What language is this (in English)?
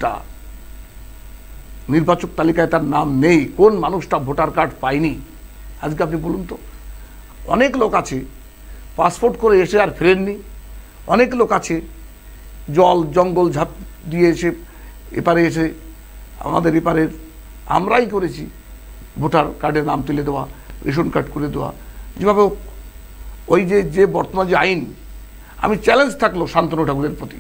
Bangla